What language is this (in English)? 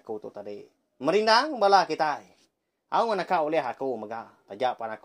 Iban